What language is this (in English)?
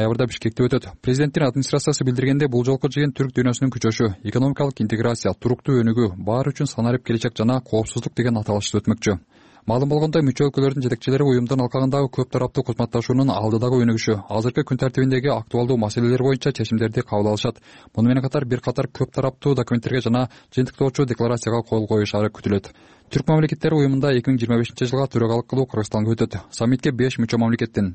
Kyrgyz